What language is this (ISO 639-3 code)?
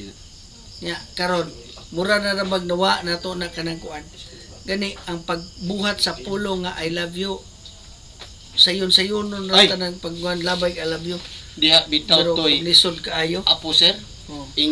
ceb